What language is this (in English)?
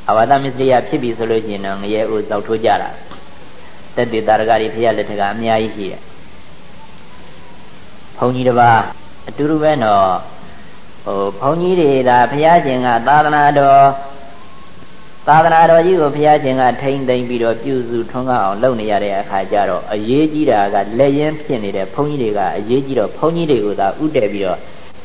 Burmese